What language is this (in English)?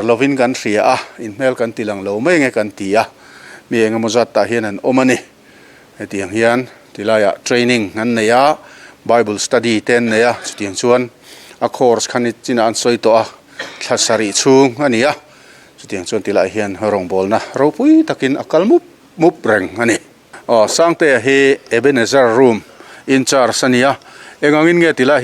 Mizo